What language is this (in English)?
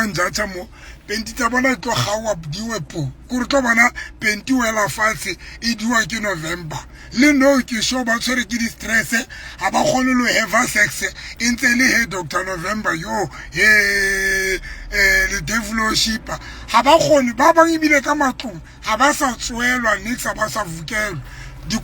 Southern Sotho